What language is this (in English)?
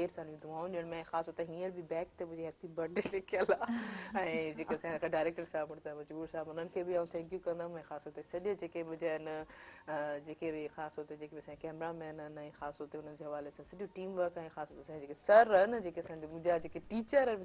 Sindhi